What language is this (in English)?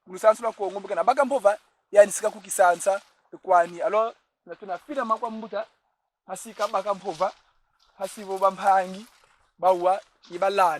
Kongo